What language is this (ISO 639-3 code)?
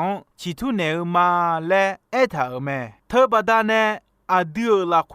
ahk